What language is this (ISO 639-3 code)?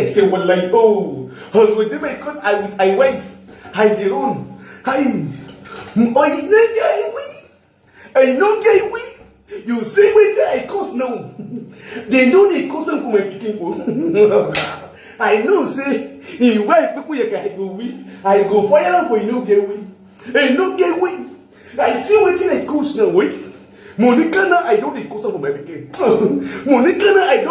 pcm